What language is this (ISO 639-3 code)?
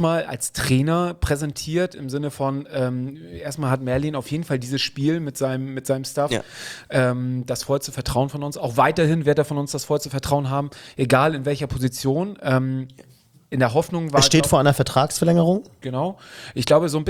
deu